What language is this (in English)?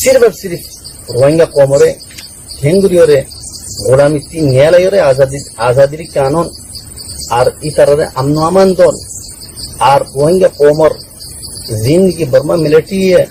Rohingya